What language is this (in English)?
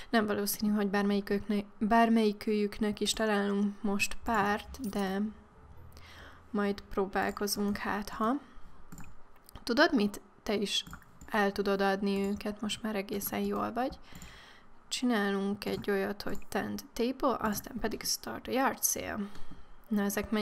Hungarian